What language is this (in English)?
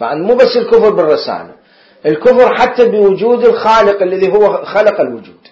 Mesopotamian Arabic